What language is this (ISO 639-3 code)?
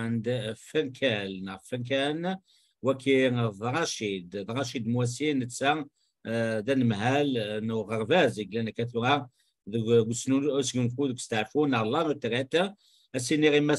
kab